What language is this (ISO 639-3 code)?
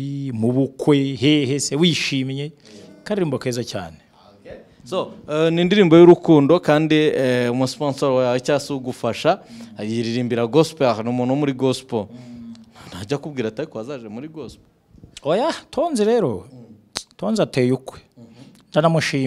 kin